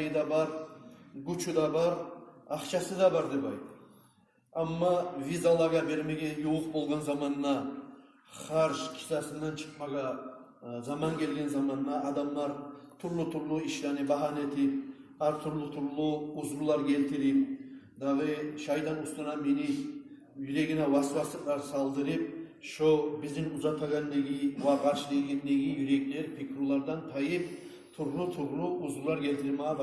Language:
Kumyk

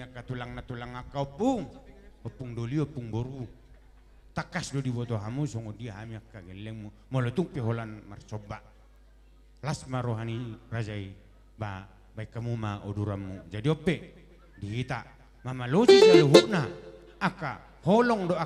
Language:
Batak Toba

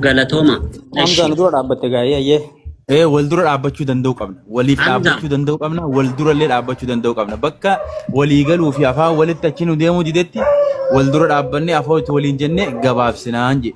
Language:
Oromo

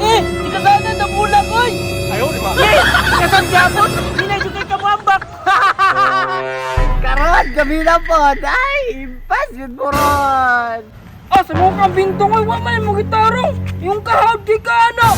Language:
Cebuano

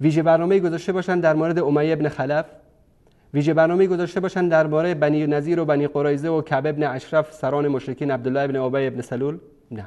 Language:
Persian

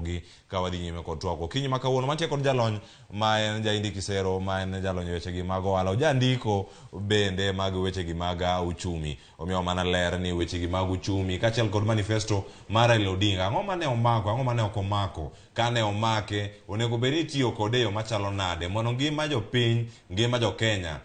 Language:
Luo (Kenya and Tanzania)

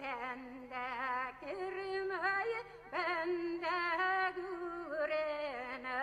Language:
Bashkir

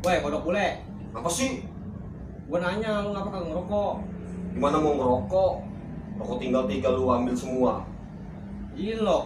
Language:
Betawi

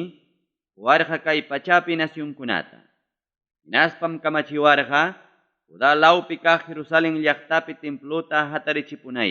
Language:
Ayacucho Quechua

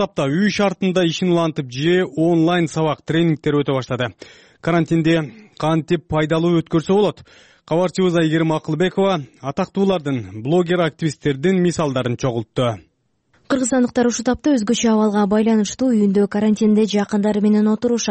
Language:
Kyrgyz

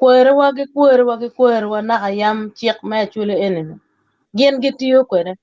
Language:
Acoli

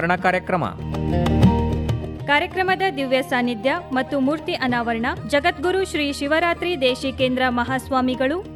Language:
Kannada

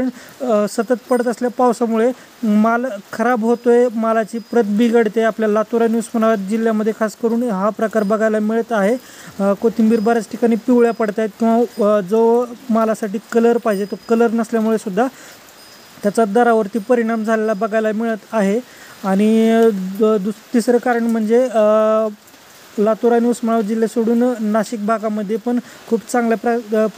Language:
Marathi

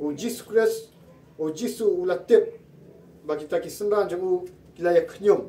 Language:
Khasi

